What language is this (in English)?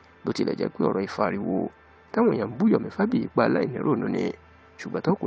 Yoruba